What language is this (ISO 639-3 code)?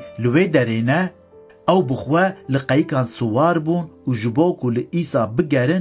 kur